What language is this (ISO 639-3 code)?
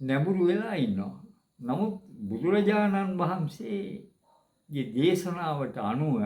sin